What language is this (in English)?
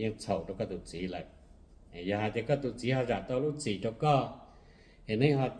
Hmong